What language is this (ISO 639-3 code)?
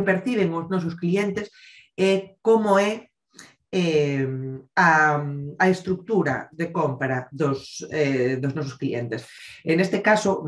glg